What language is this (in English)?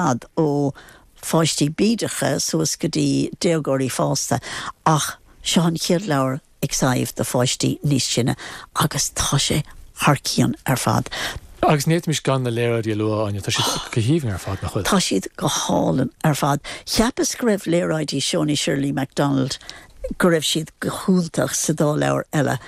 Irish